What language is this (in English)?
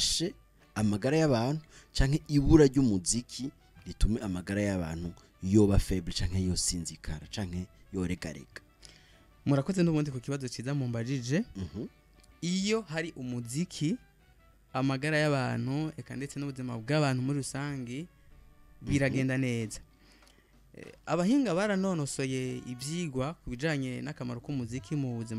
Rundi